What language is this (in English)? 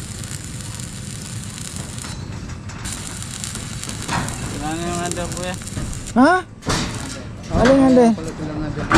Filipino